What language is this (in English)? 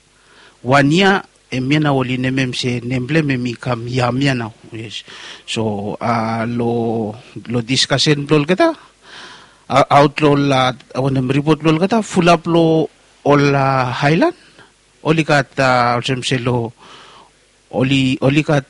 Bislama